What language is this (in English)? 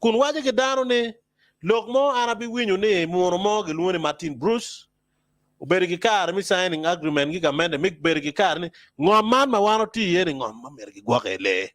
Acoli